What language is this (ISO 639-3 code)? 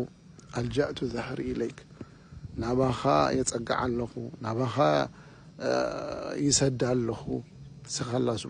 tir